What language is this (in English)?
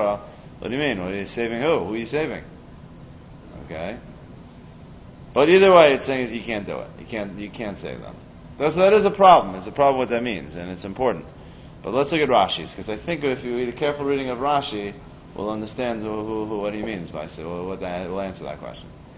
English